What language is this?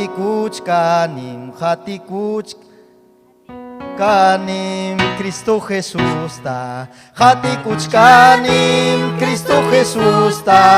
Ayacucho Quechua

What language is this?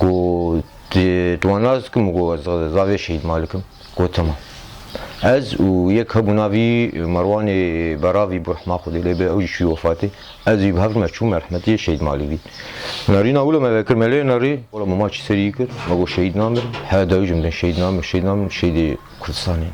Kurdish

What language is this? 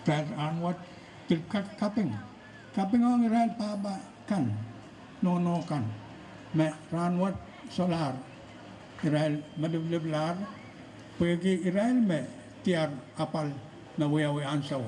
Pohnpeian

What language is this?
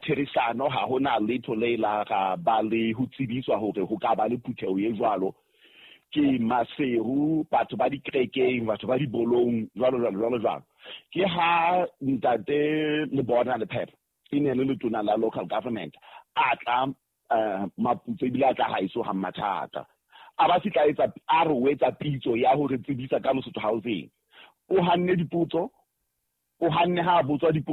Southern Sotho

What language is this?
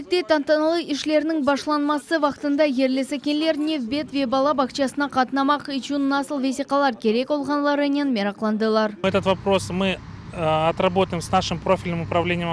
Crimean Tatar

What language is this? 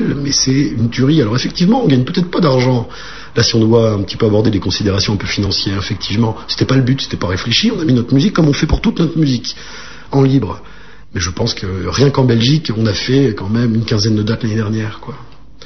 French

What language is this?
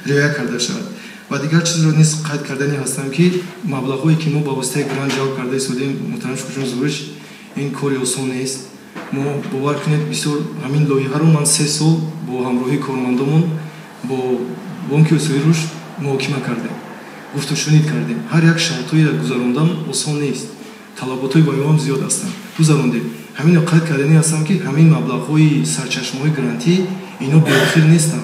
Tajik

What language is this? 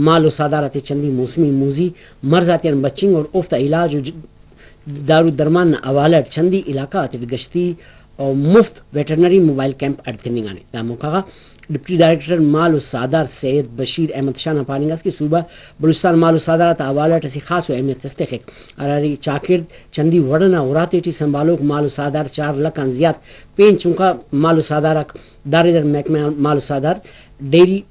Brahui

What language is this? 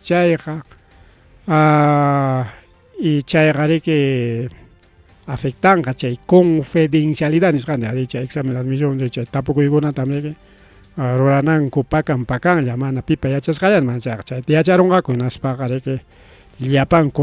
Ayacucho Quechua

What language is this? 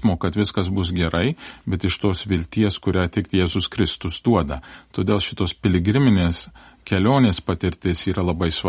Lithuanian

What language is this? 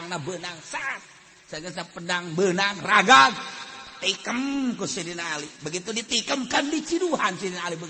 Sundanese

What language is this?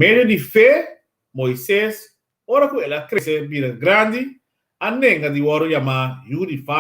Papiamento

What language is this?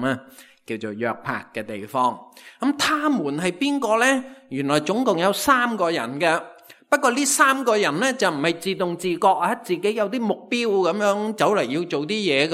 Cantonese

